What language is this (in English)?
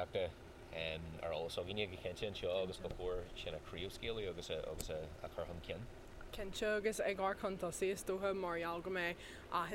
Irish